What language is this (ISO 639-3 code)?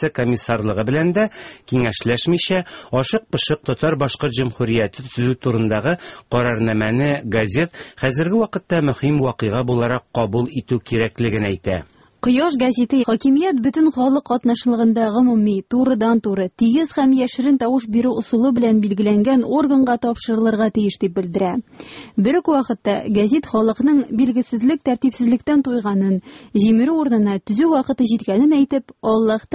tat